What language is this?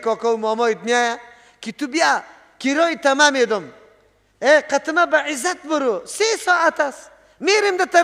Persian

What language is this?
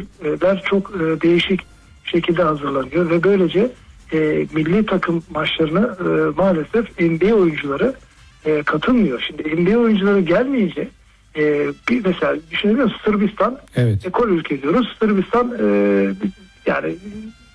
Turkish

